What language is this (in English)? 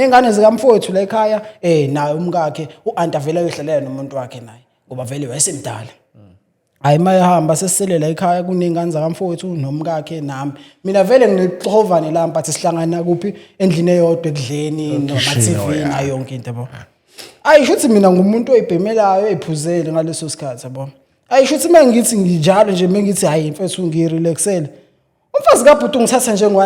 Zulu